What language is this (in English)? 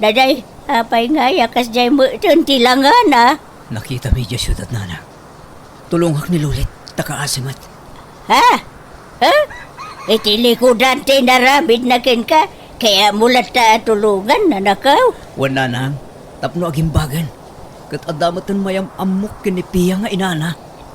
Iloko